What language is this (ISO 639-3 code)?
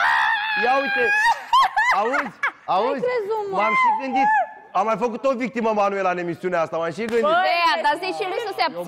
ron